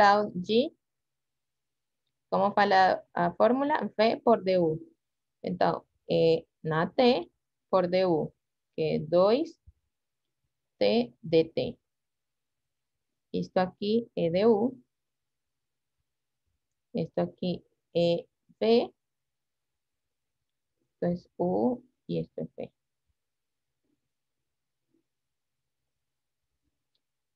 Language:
Portuguese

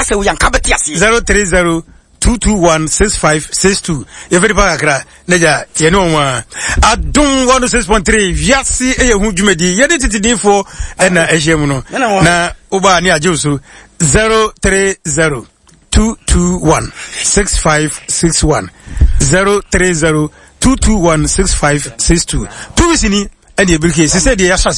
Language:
Akan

